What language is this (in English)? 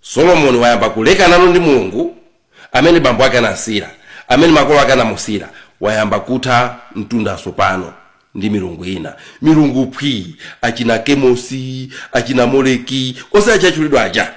Nyanja